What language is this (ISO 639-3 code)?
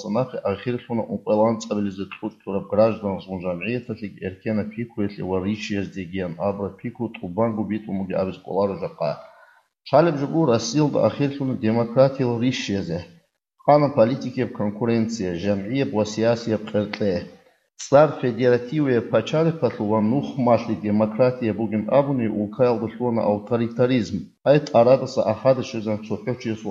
ava